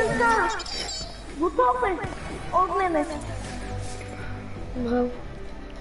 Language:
Bulgarian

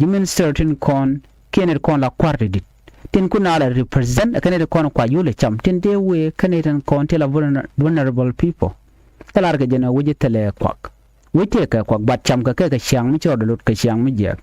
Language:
Nuer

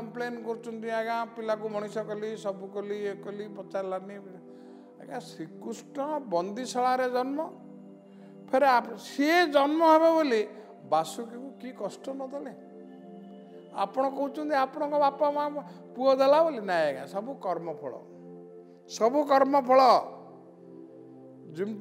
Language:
Odia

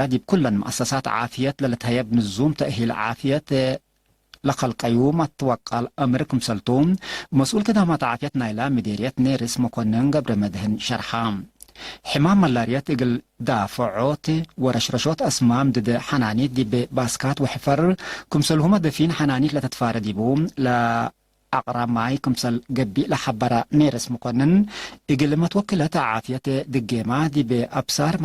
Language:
Tigre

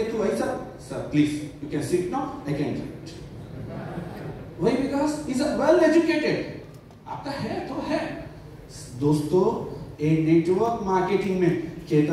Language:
Hindi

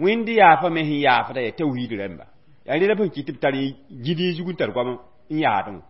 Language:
Mossi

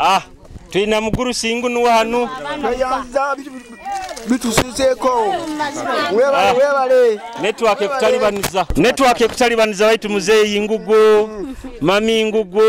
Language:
Nyoro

